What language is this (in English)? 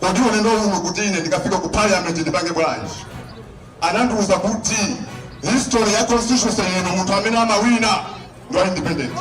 Nyanja